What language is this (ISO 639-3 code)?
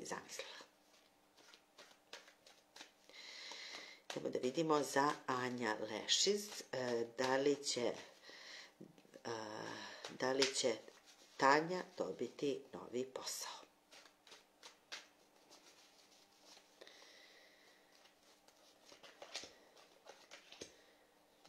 srp